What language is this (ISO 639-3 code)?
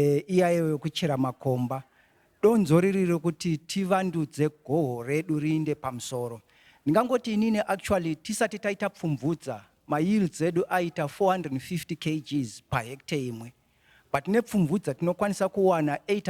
sna